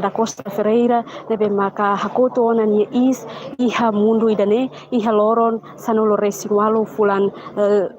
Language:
Tetum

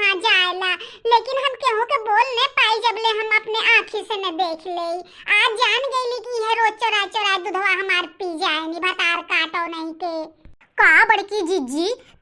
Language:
Bhojpuri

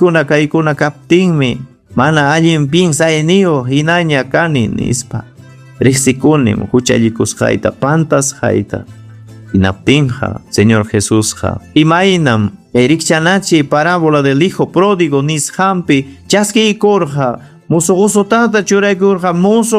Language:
Ayacucho Quechua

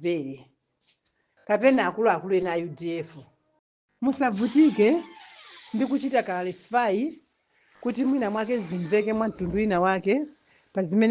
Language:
Nyanja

